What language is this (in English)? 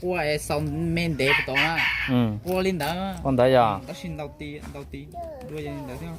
Hmong